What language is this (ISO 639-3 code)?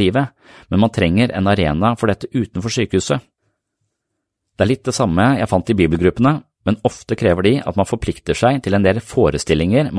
nor